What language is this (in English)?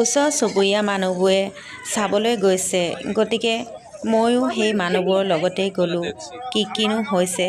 Assamese